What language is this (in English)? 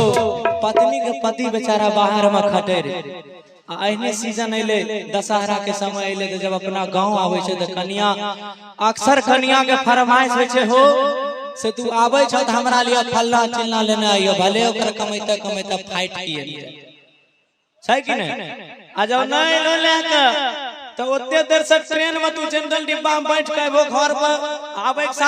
Maithili